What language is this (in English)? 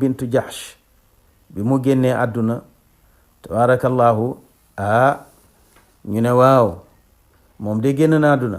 Wolof